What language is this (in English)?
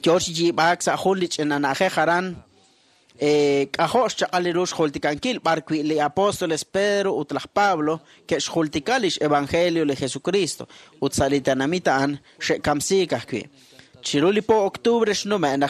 Kekchí